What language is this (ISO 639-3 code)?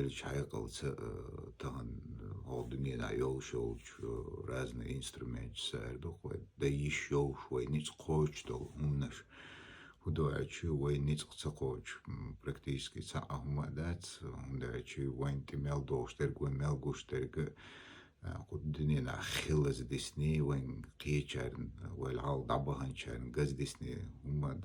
che